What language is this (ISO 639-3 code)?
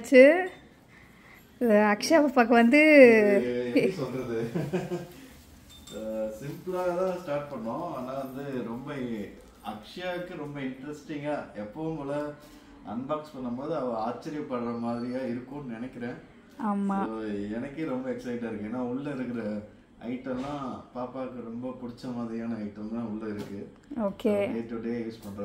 tam